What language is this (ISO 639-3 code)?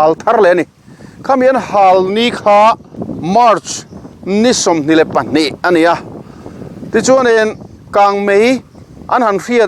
lus